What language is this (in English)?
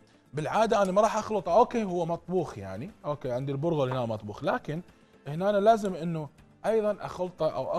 Mesopotamian Arabic